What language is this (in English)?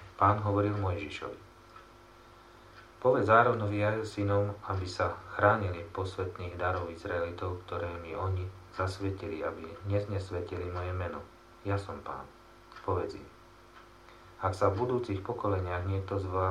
Slovak